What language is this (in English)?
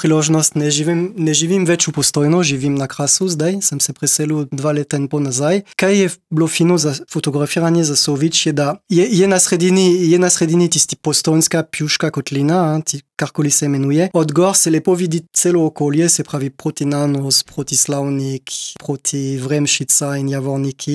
Slovenian